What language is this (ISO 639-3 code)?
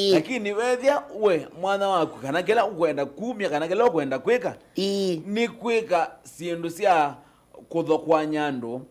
kam